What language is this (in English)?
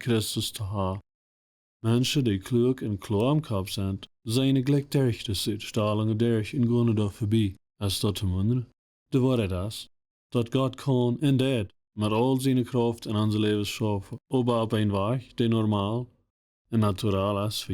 Plautdietsch